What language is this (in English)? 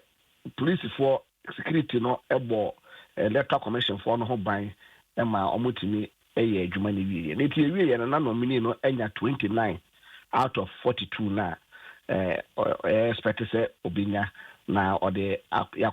Akan